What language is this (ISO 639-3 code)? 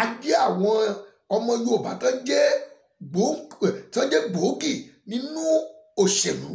yor